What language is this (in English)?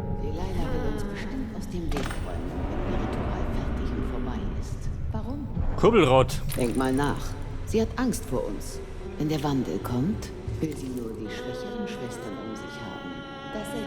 Bavarian